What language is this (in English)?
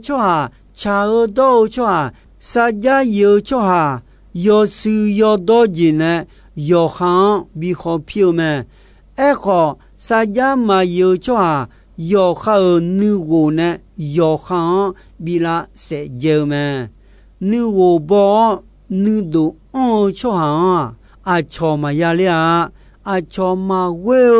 Akha